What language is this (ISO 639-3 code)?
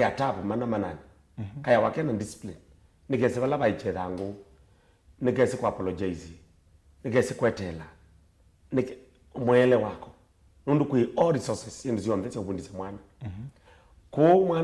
kam